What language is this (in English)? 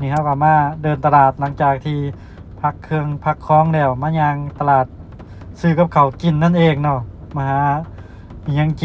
Lao